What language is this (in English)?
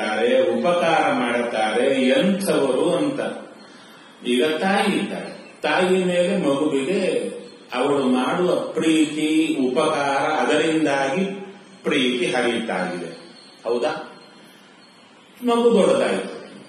Kannada